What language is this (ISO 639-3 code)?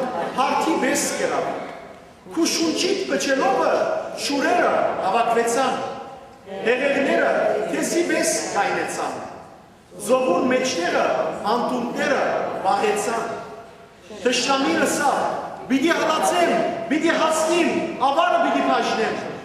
hyw